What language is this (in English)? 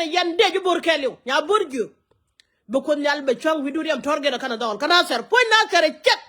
Nuer